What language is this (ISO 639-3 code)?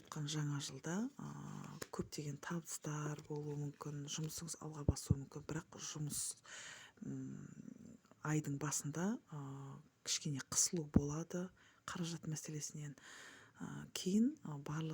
kaz